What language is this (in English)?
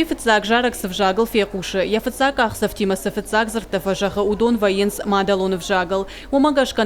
Ossetic